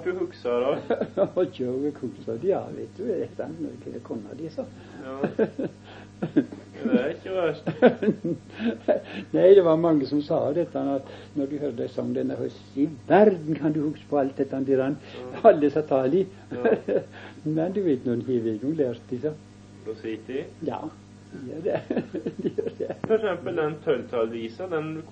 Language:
Norwegian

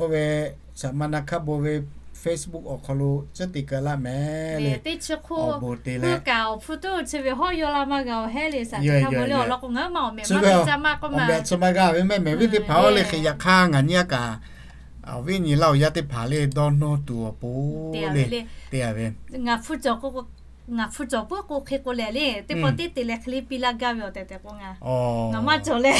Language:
Lahu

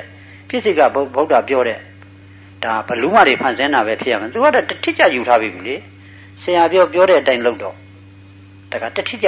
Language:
Burmese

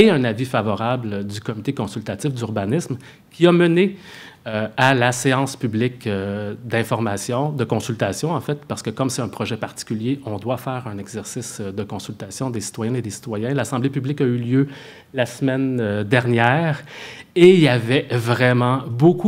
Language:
French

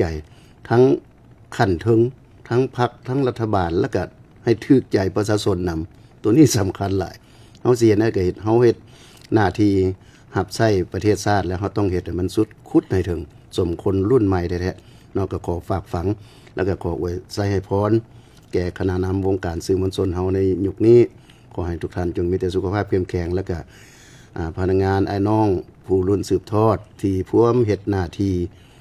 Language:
Lao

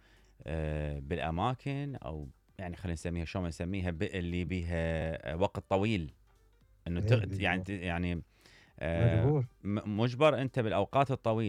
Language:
Mesopotamian Arabic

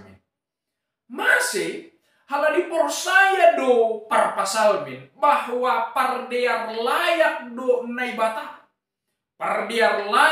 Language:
Batak Simalungun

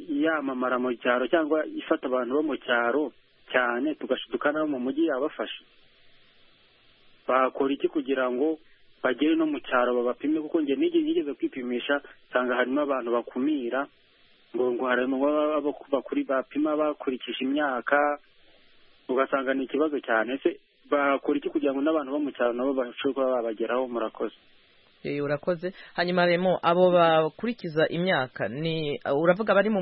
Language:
Kinyarwanda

